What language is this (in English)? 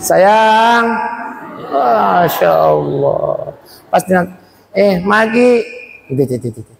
Buginese